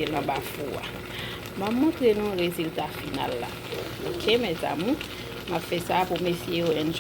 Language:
Haitian Creole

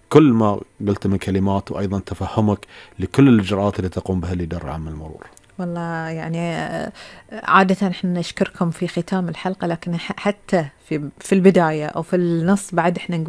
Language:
Gulf Arabic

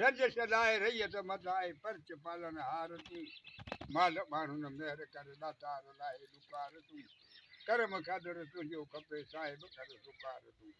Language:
Sindhi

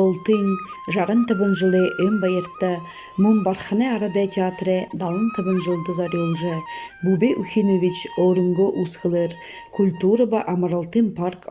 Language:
Buriat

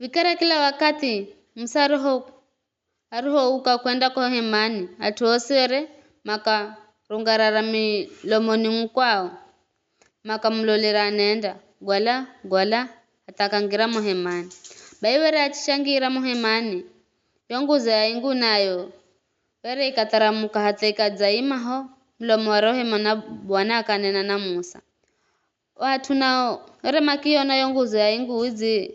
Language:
Giryama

